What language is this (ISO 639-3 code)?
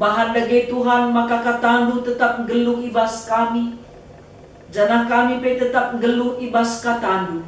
btx